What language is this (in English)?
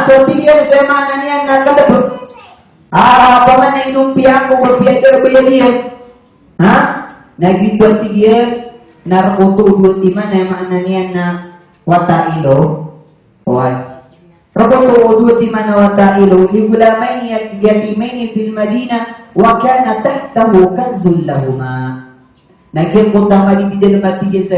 Maranao